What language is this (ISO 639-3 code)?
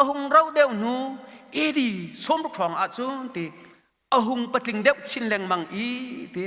cnh